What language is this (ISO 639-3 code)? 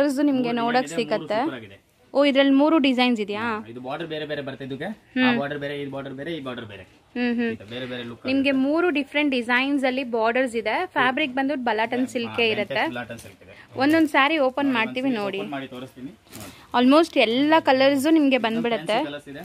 kan